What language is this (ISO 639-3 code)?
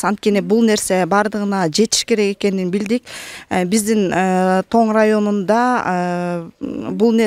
kir